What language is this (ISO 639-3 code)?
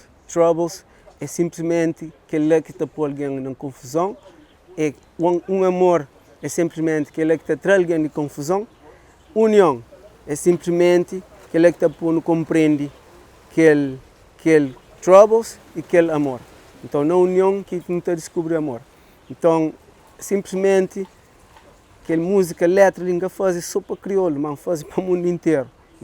kea